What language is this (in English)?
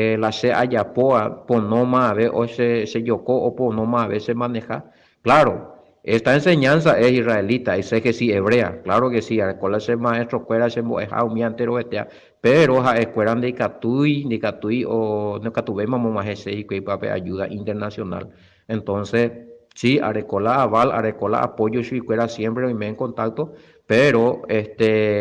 Guarani